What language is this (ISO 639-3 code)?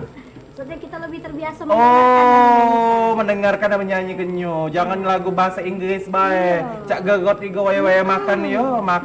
mui